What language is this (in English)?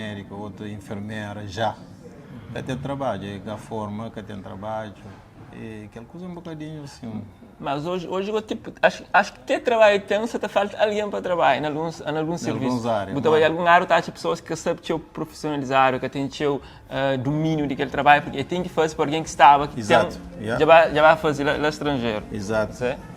Kabuverdianu